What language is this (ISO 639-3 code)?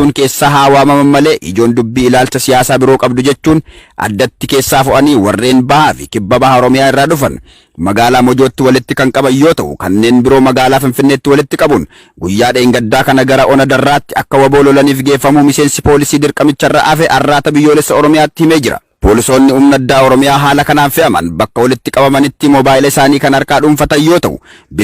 orm